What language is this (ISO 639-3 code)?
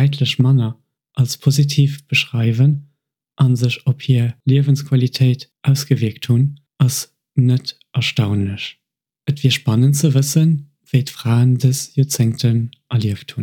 ltz